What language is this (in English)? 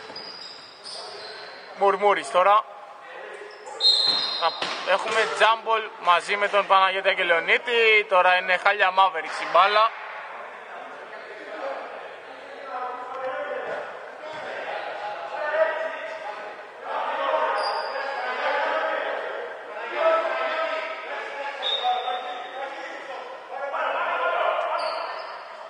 Greek